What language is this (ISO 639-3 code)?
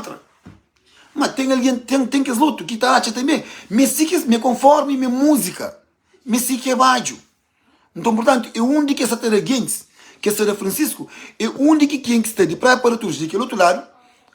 kea